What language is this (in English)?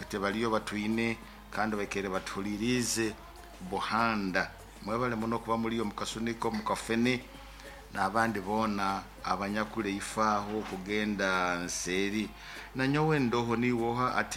Nyoro